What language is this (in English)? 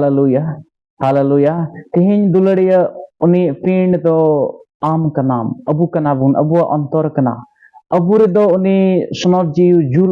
Santali